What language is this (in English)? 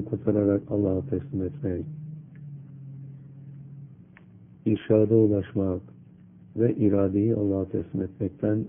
Turkish